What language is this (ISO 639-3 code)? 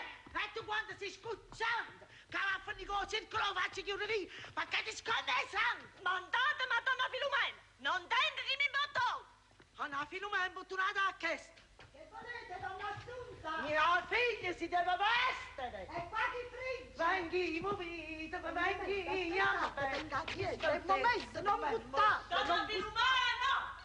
nap